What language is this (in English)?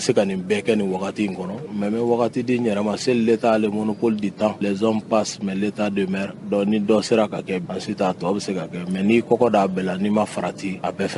Bambara